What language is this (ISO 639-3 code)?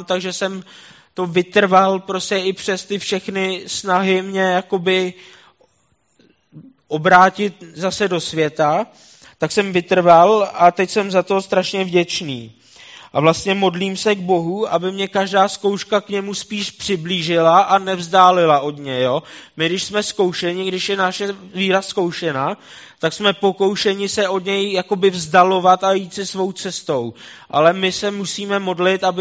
ces